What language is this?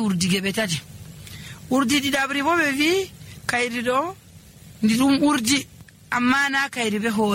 Nigerian Fulfulde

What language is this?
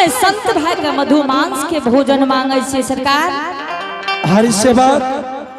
Angika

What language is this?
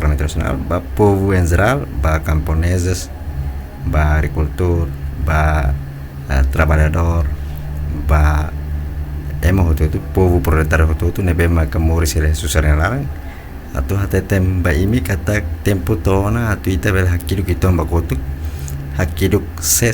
Tetum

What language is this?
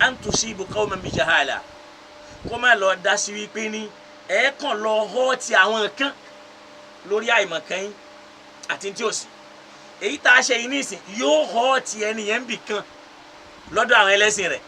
Yoruba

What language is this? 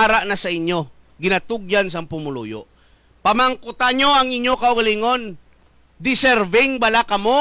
Hiligaynon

